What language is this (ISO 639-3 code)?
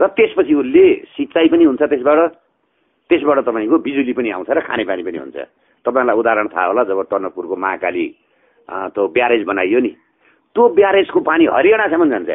nep